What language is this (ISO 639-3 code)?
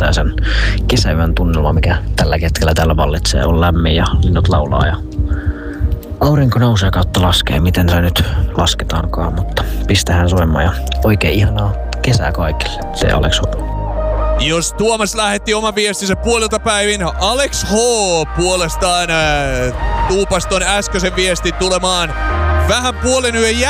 fin